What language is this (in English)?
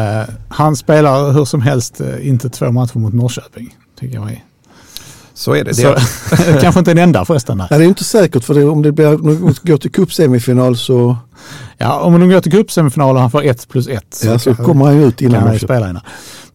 Swedish